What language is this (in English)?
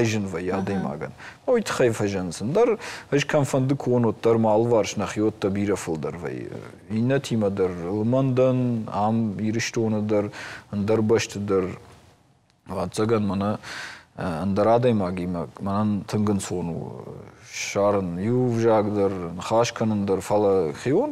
Ossetic